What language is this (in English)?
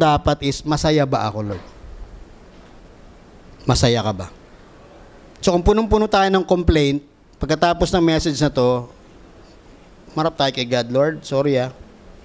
Filipino